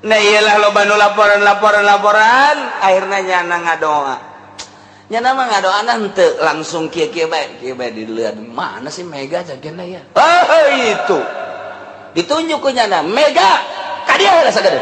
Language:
Sundanese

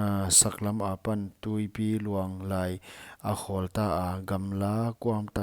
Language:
Paite Chin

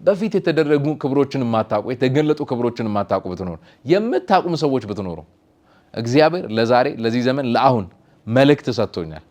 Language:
Amharic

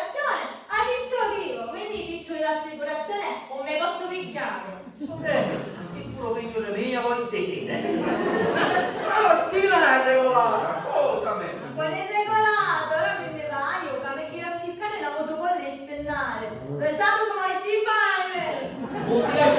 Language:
Sicilian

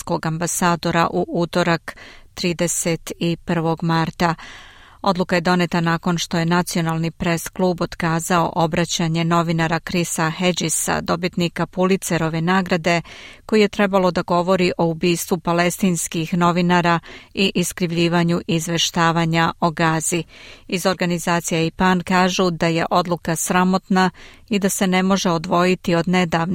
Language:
Serbian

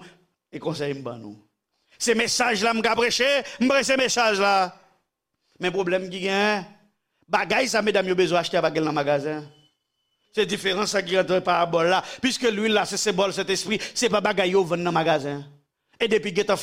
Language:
Haitian Creole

